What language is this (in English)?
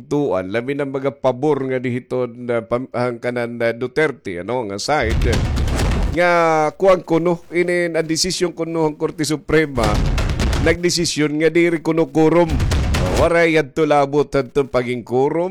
Waray